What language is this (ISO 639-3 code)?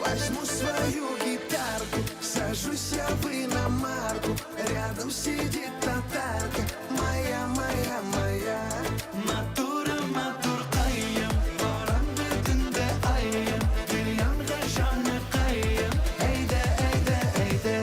bak